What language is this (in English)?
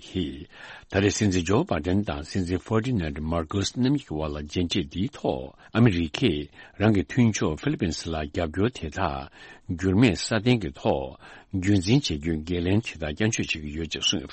Tibetan